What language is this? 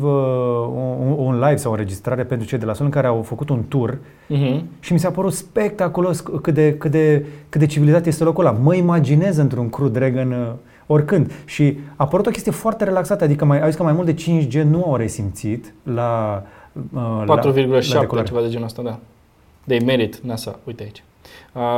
Romanian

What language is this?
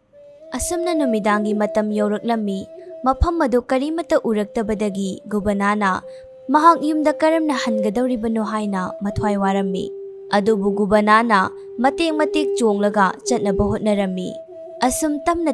Manipuri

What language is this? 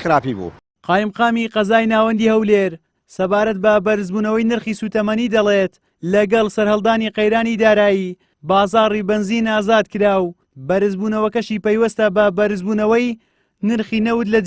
Central Kurdish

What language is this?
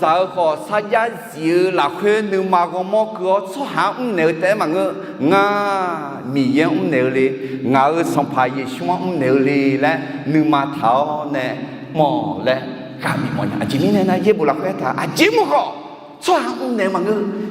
Akha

